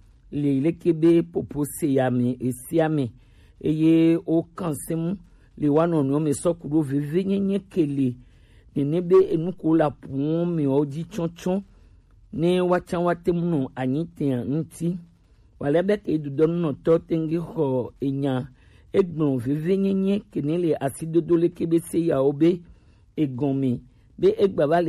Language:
Gen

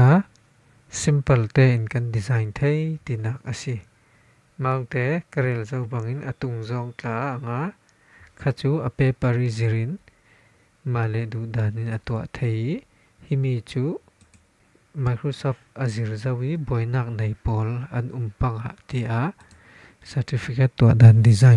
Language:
Falam Chin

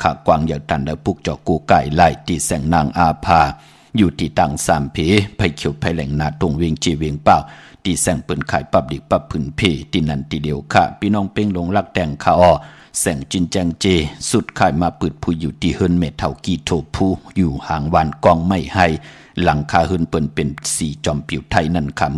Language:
Shan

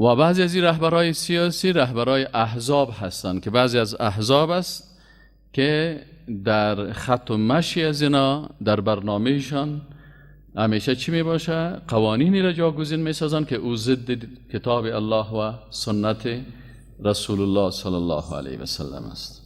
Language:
Persian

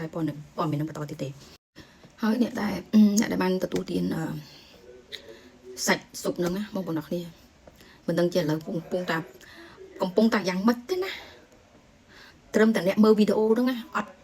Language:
Khmer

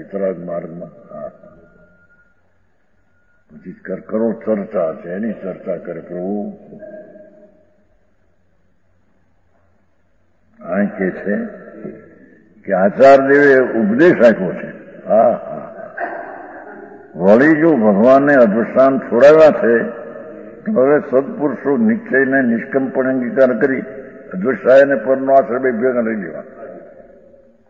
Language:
Gujarati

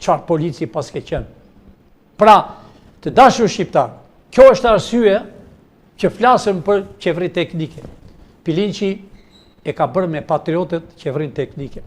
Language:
Albanian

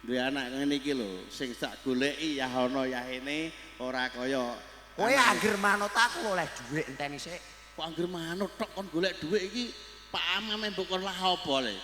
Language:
Javanese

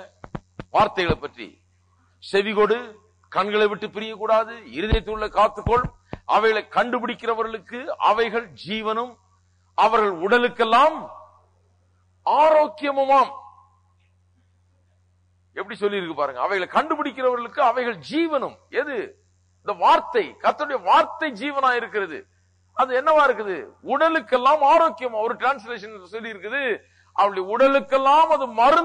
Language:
Tamil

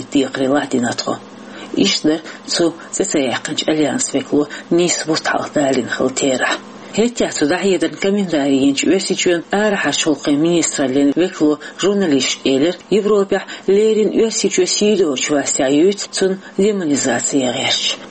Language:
Chechen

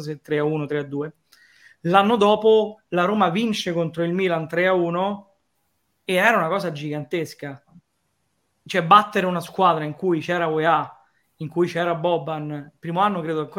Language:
Italian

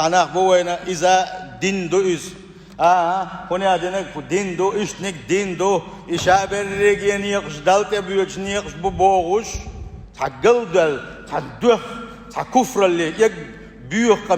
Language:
Chechen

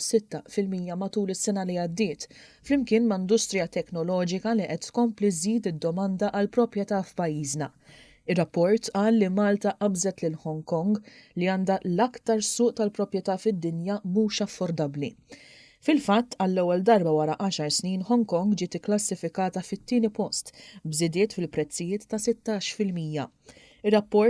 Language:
Maltese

